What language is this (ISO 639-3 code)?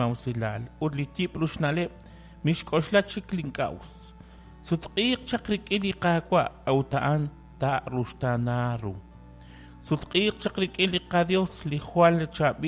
kek